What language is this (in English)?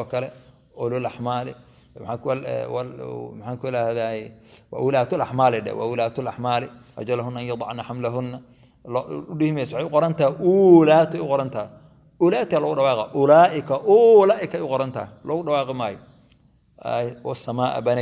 Somali